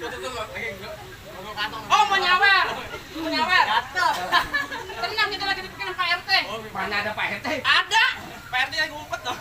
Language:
Betawi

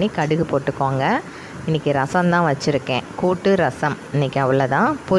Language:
Tamil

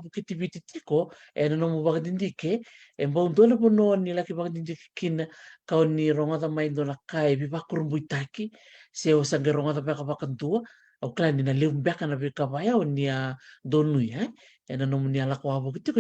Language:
Fijian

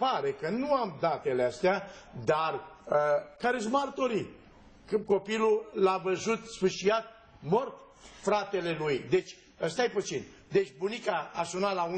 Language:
Romanian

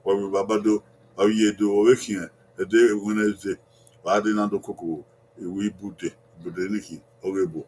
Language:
Bini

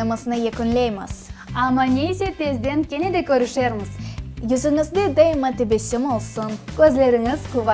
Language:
Crimean Tatar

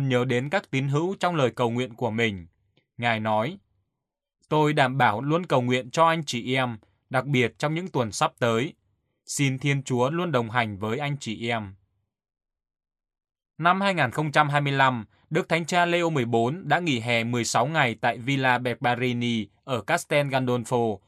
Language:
Vietnamese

